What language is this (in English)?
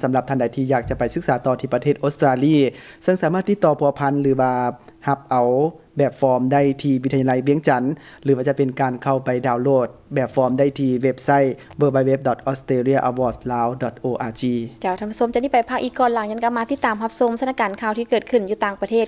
Lao